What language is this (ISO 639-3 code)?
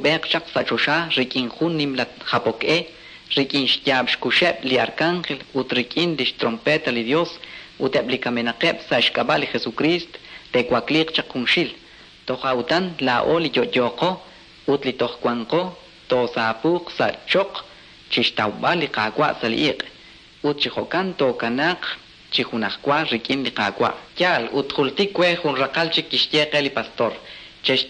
kek